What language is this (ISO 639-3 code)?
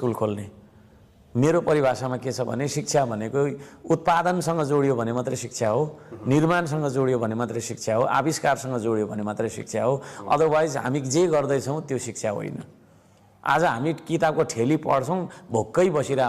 nep